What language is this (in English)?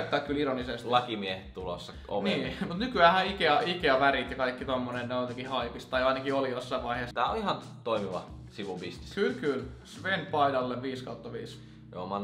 Finnish